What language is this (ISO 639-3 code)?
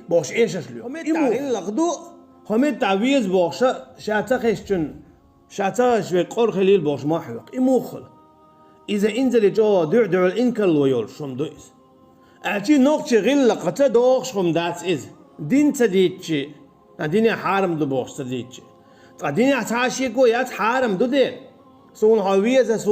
che